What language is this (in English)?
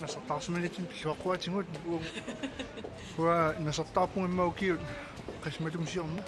Kalaallisut